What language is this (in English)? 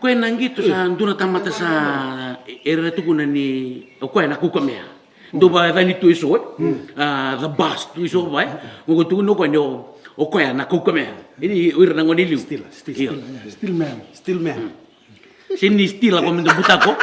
Fijian